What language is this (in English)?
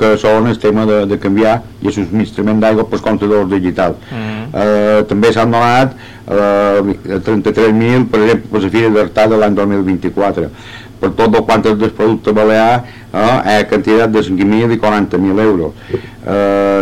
Catalan